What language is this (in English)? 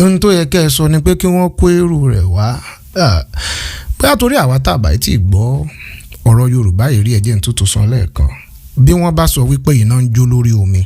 Yoruba